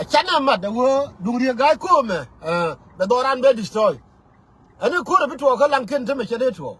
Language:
Nuer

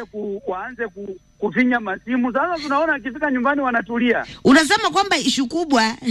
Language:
Swahili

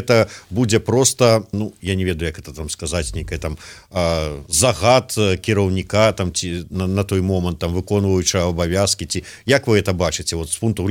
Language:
Belarusian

